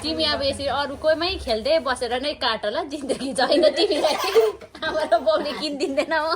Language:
Nepali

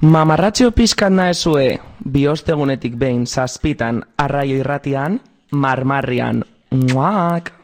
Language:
Basque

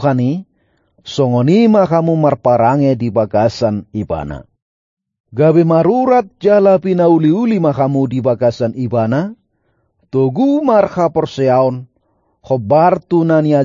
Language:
Batak Toba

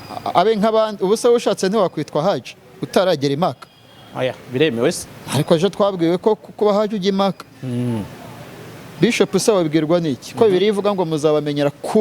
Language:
Kinyarwanda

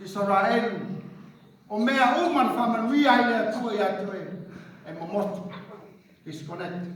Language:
Samoan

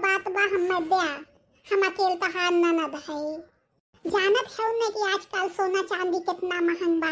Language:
Bhojpuri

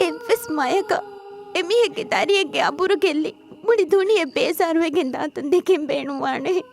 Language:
Divehi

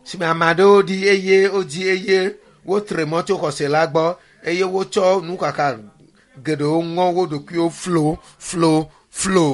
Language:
Ewe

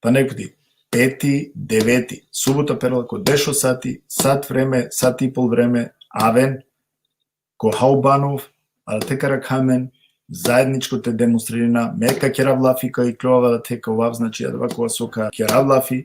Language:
Balkan Romani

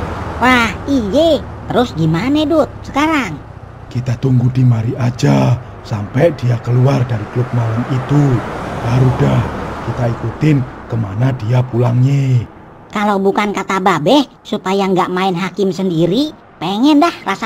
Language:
Betawi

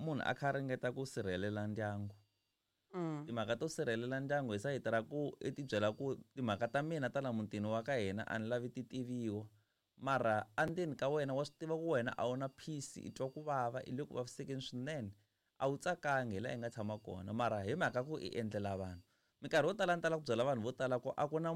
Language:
Tsonga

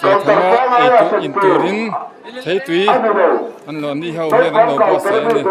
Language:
Mizo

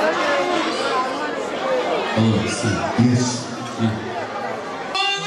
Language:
Turkish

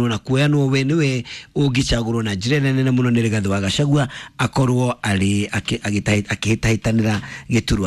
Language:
Kikuyu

